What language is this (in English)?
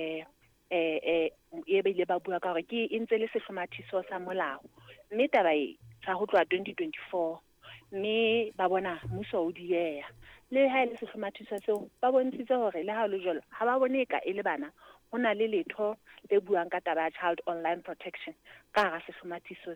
Southern Sotho